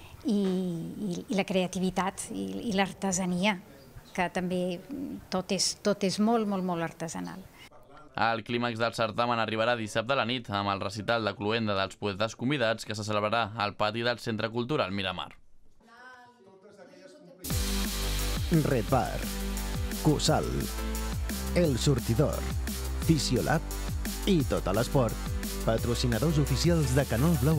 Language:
Catalan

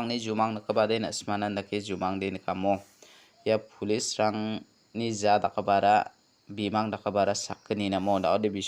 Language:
Garo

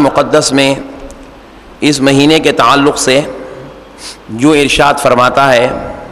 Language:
Urdu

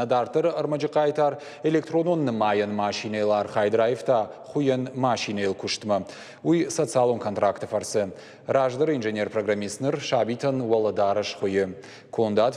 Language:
Ossetic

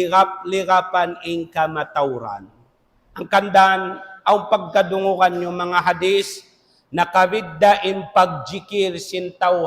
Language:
Tausug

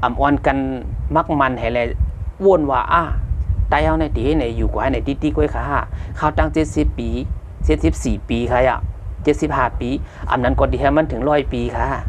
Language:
Shan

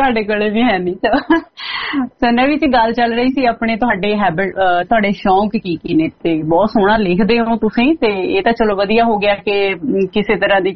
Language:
Punjabi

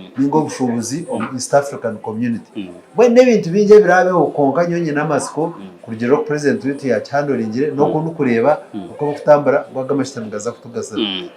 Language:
Nyankole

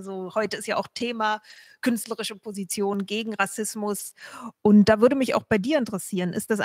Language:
German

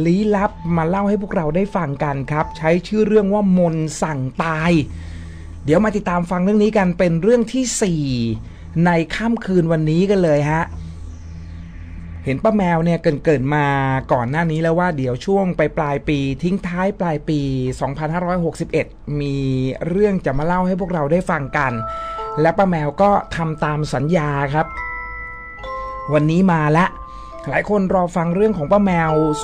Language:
Thai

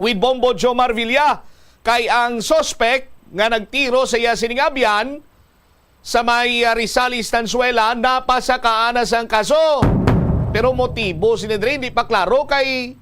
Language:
Hiligaynon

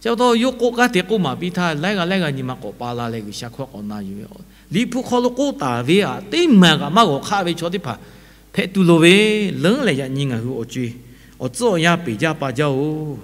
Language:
Lahu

